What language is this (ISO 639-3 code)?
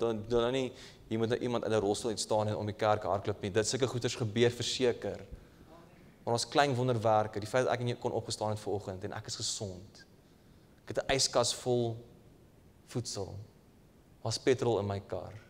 afr